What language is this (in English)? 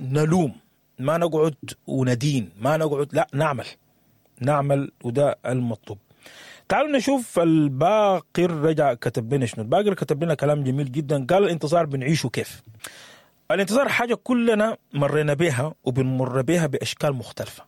Sudanese Arabic